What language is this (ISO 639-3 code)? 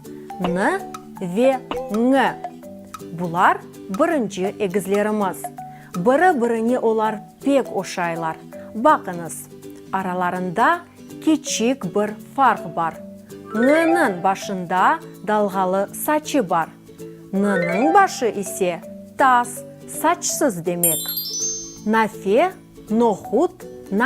crh